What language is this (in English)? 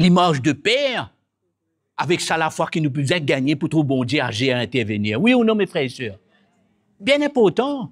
Morisyen